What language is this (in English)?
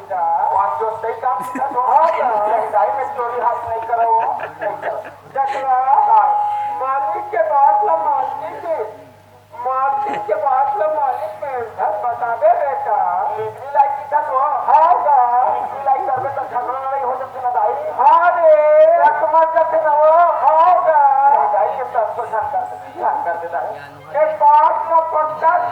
Chhattisgarhi